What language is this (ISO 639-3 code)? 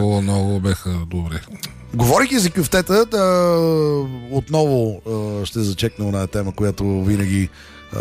bul